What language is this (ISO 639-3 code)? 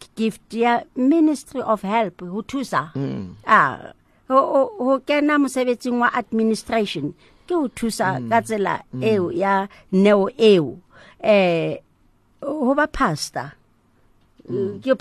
sot